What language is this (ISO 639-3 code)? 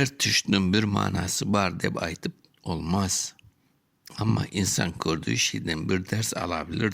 crh